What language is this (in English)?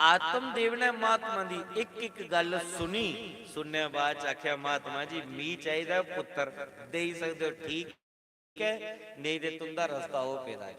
Dogri